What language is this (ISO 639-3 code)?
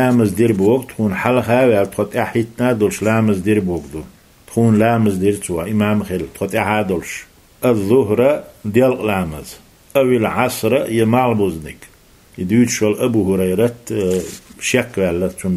che